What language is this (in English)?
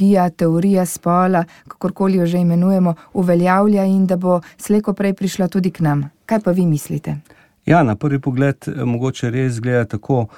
Slovenian